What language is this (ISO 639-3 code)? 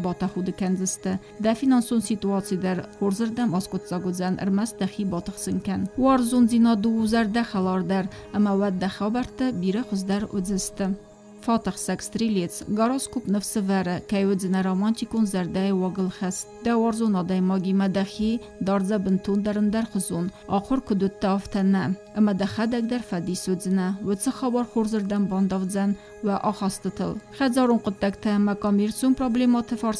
oss